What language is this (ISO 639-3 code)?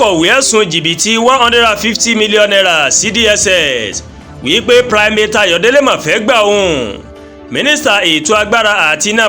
yor